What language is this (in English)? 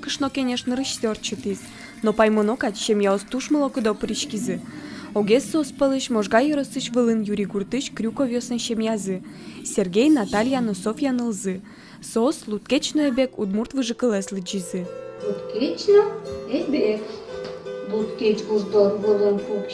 Udmurt